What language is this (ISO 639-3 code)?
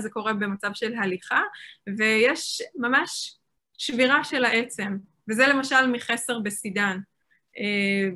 heb